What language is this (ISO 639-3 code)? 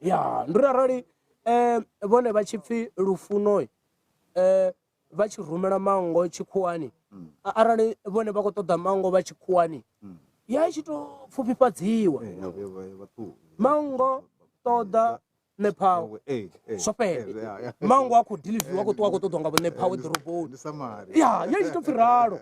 ven